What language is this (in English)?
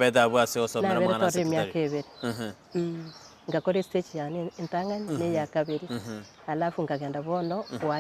Gusii